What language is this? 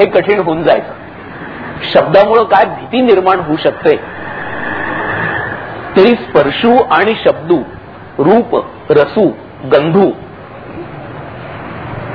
Marathi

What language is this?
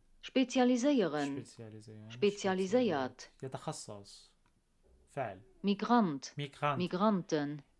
North Levantine Arabic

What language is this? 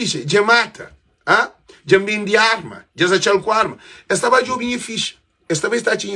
Kabuverdianu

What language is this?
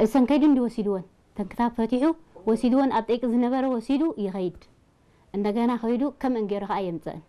Tigrinya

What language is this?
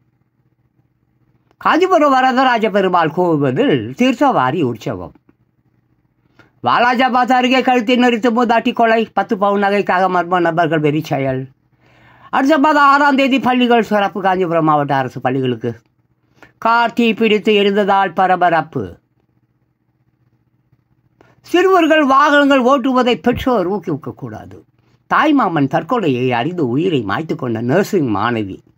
Tamil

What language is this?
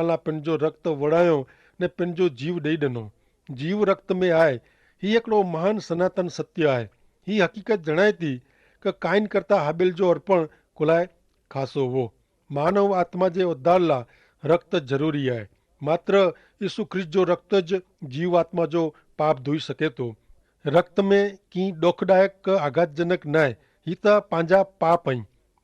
Kachhi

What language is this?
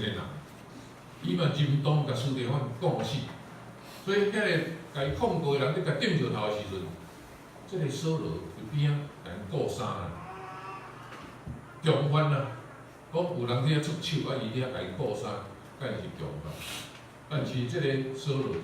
Min Nan Chinese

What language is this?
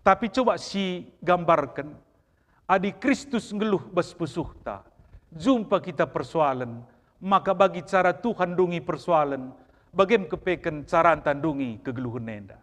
Batak Karo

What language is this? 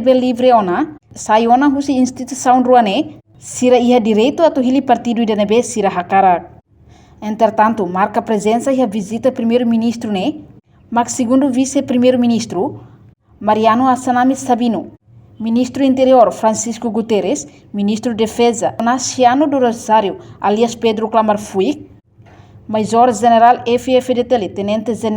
Tetum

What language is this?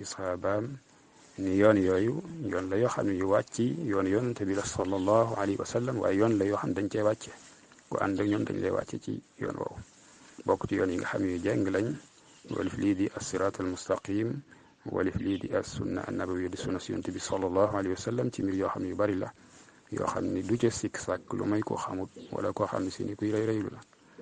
Wolof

